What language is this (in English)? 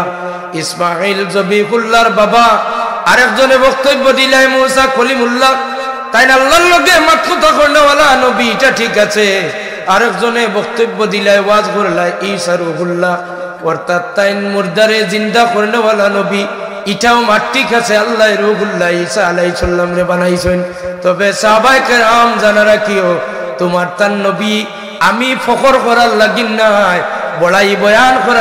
Sylheti